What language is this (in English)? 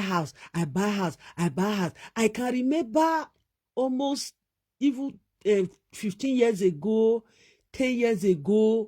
Nigerian Pidgin